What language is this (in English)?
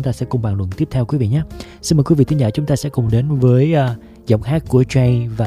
Vietnamese